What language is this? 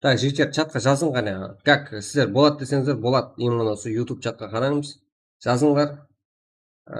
Kara-Kalpak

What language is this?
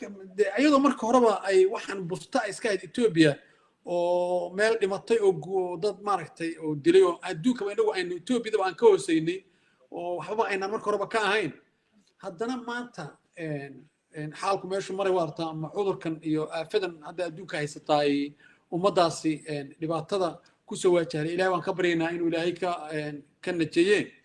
Somali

